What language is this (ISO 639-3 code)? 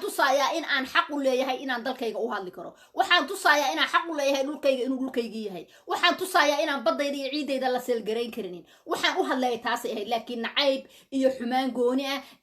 som